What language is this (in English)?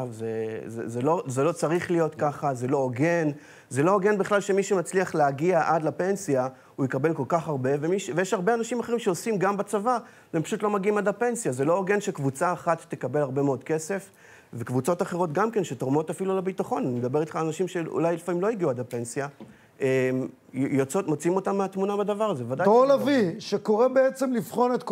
Hebrew